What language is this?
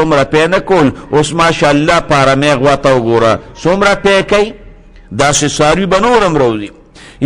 Pashto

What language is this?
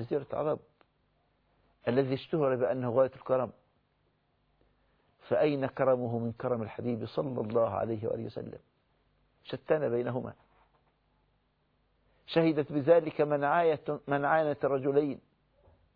Arabic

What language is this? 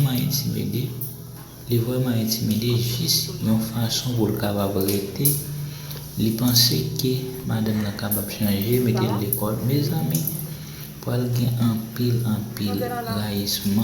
Haitian Creole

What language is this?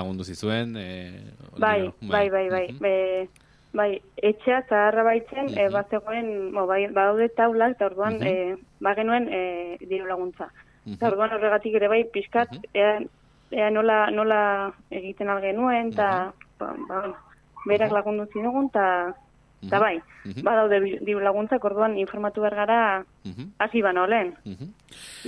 Basque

